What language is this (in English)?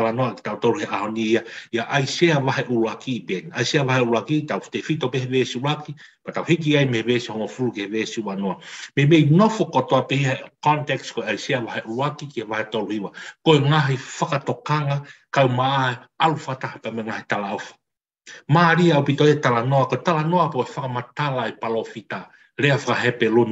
Tongan